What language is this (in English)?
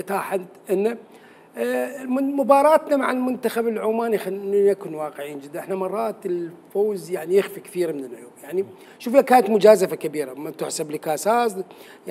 Mesopotamian Arabic